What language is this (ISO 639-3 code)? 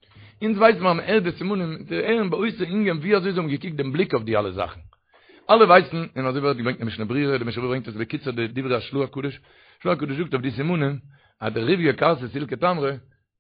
yid